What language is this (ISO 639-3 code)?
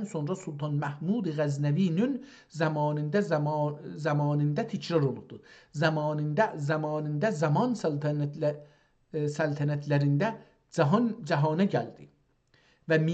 azb